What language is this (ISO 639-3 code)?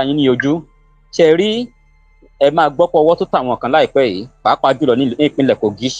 yor